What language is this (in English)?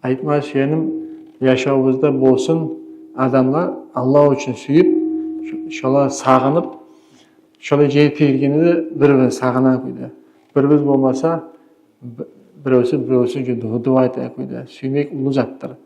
Kumyk